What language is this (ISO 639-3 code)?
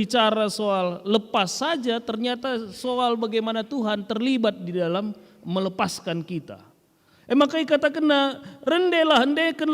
btx